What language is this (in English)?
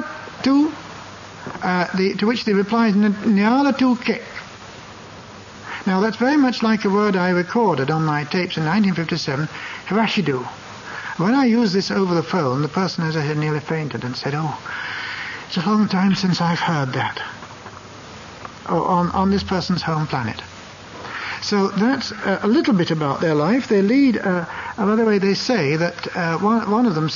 English